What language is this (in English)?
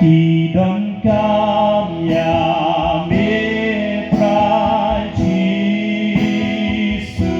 Khasi